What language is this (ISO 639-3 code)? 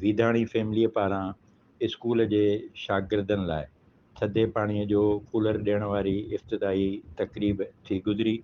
snd